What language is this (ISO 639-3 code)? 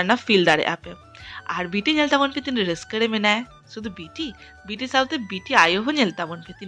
sat